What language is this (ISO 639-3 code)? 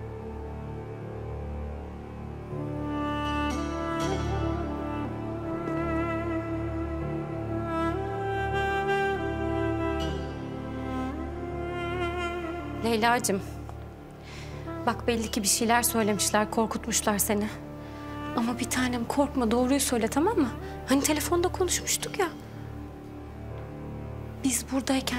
tur